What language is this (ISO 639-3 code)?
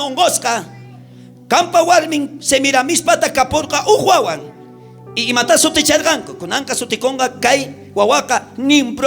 quh